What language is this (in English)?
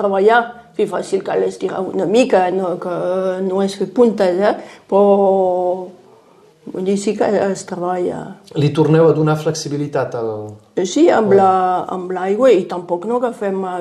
Catalan